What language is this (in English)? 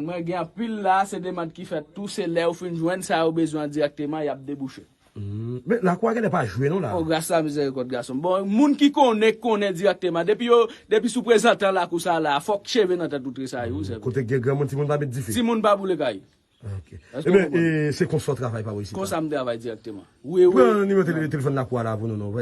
Haitian Creole